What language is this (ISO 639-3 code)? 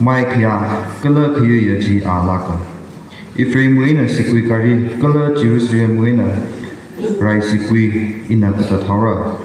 nmf